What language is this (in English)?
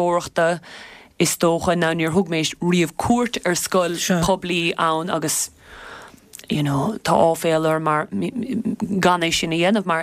Irish